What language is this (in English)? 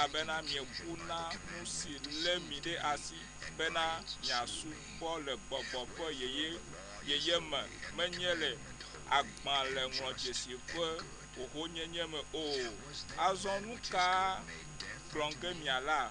Ewe